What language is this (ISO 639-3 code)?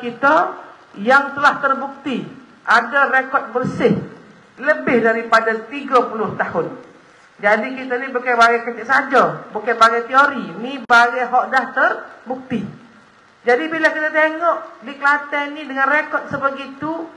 msa